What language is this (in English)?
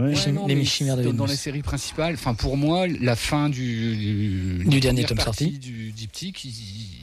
French